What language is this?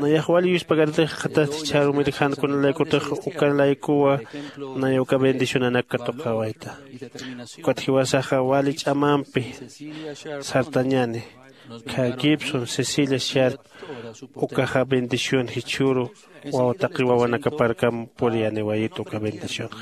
Aymara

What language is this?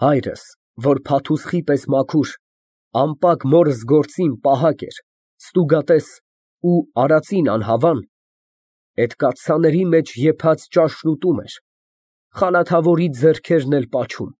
Armenian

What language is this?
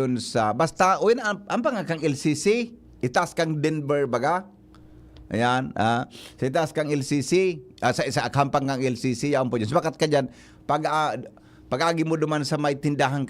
Bikol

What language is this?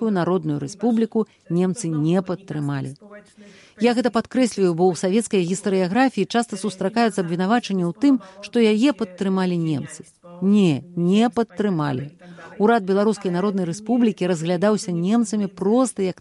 Belarusian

